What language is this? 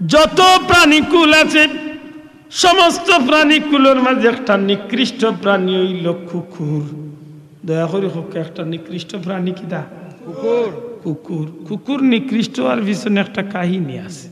Sylheti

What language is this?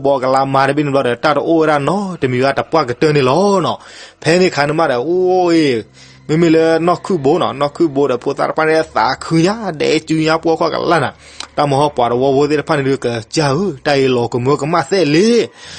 S'gaw Karen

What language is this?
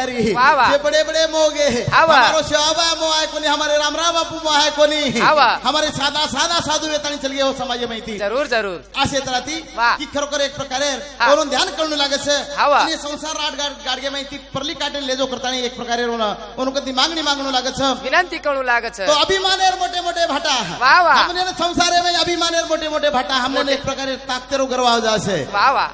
Lambadi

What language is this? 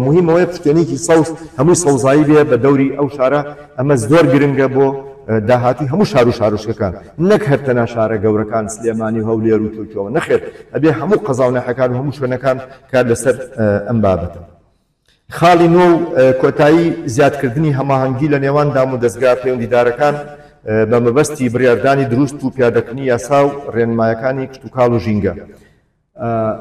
Central Kurdish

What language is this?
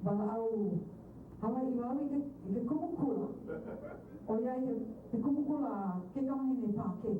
Hawaiian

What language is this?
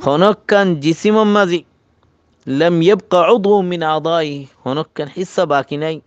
Rohingya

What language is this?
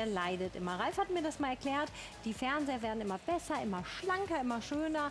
German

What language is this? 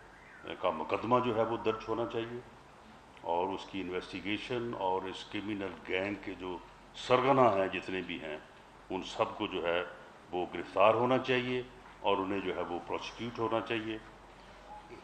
Urdu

